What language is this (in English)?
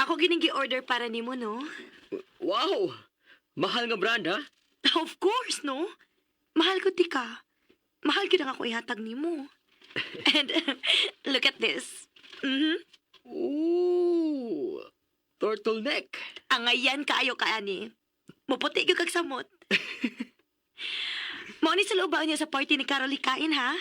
Cebuano